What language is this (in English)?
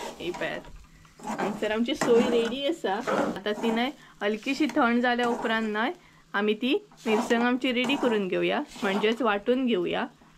Konkani